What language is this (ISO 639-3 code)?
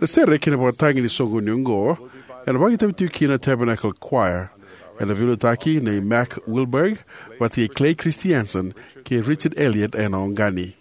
fij